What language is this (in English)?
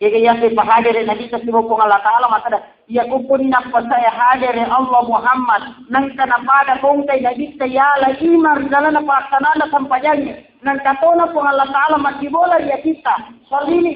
Buginese